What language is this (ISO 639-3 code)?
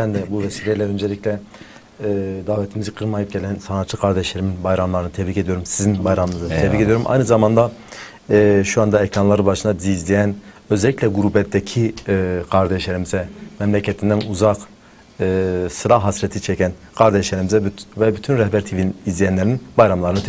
tur